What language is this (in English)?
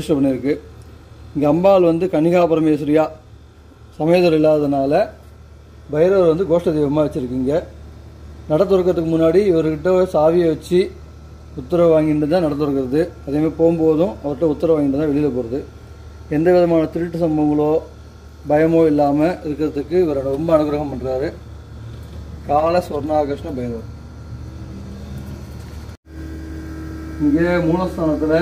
Tamil